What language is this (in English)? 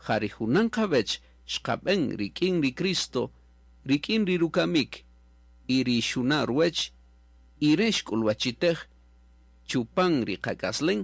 Kaqchikel